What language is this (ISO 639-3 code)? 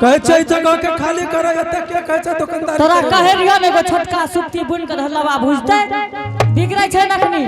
anp